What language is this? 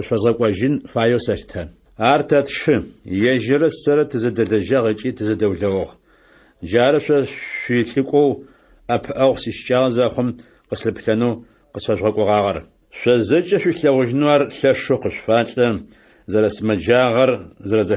Adyghe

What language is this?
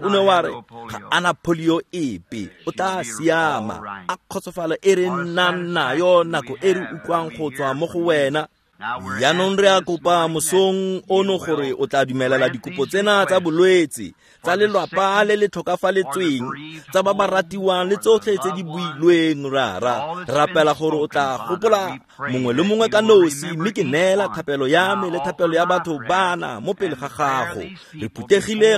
Tswana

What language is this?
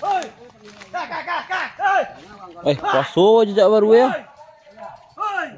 Minangkabau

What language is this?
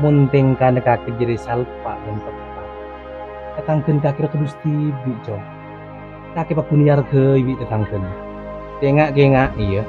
Madurese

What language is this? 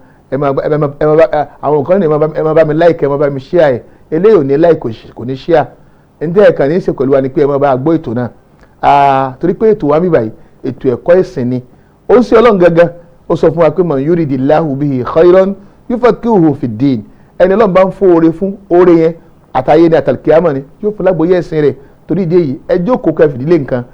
Yoruba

